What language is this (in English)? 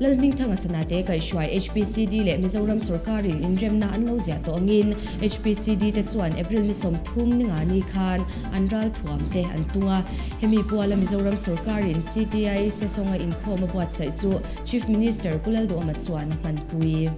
Mizo